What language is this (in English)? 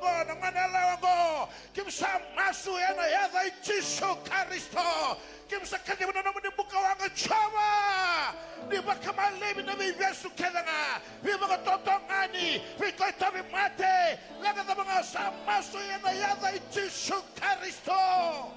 Fijian